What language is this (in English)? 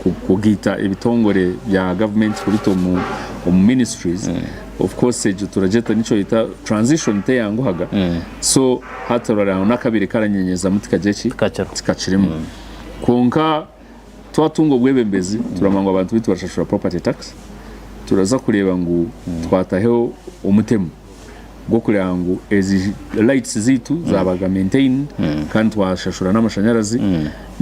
Nyankole